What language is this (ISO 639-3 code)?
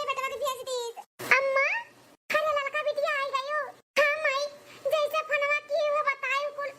awa